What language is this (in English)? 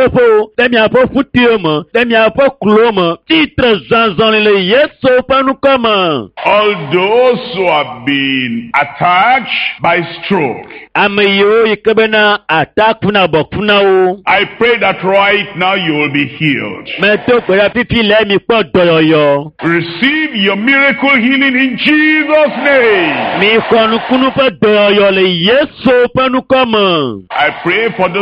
Ewe